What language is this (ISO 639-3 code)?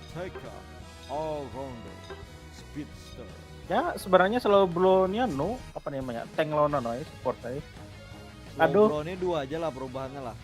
bjn